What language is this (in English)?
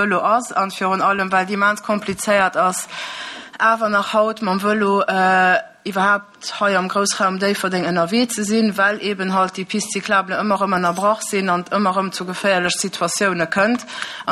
Luxembourgish